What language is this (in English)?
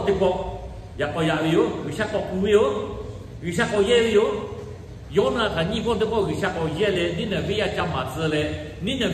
Lahu